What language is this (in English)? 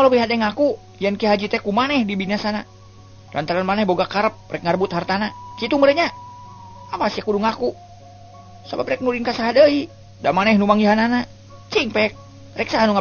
Sundanese